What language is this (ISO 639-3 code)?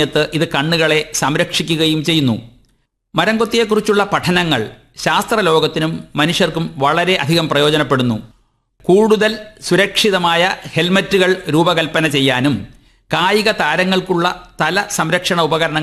mal